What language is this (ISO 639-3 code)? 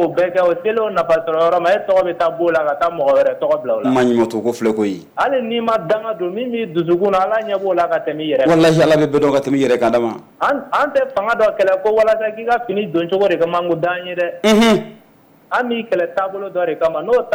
bam